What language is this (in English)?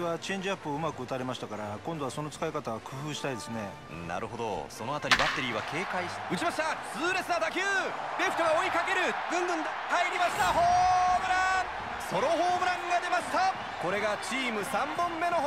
Japanese